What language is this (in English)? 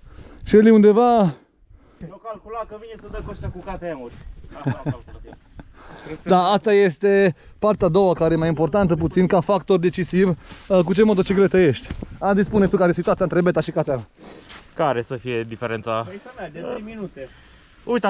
Romanian